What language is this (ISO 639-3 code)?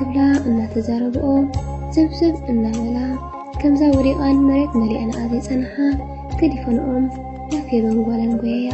tir